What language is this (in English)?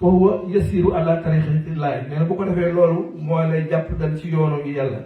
Wolof